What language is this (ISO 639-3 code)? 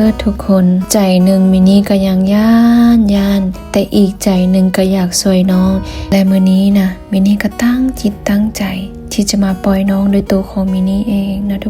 lao